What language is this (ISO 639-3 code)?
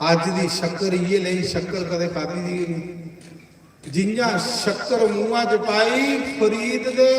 doi